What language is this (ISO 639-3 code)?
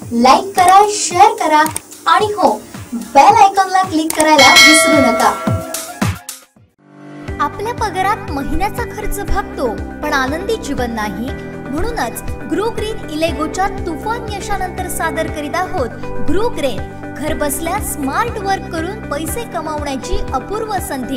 mar